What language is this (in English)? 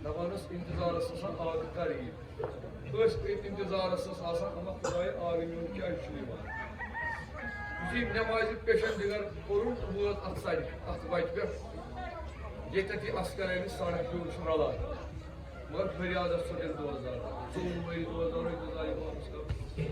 Kashmiri